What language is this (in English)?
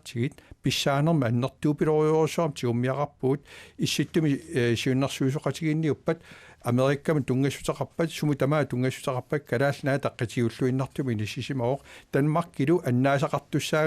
Kalaallisut